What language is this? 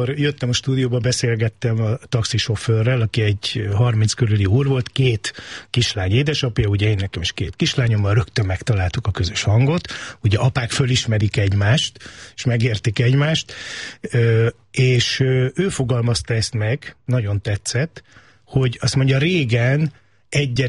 Hungarian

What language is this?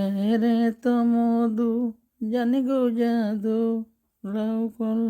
Sylheti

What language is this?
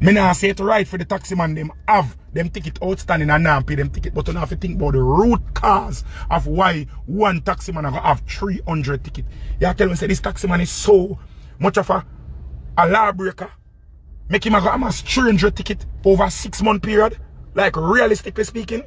Jamaican Creole English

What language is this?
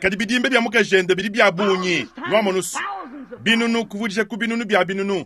Luba-Lulua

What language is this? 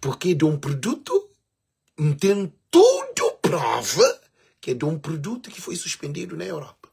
Kabuverdianu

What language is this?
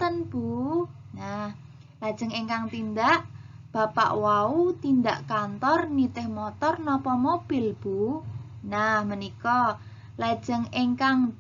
Javanese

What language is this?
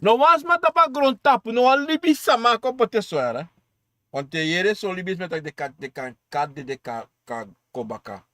Sranan Tongo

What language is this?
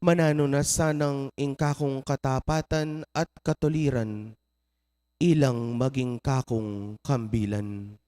Pampanga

